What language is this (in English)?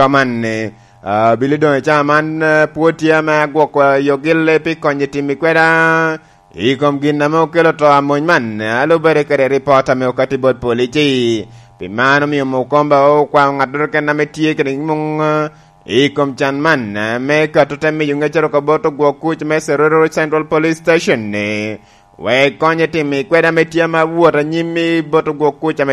Lango (Uganda)